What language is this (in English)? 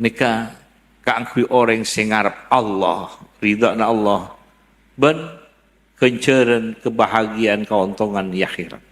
Madurese